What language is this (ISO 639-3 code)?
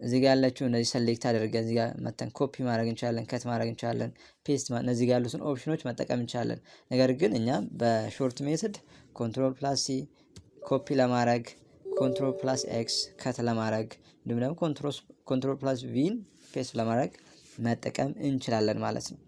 amh